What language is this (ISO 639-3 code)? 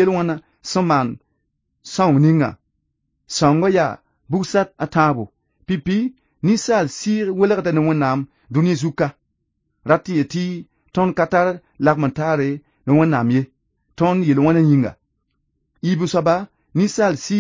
mos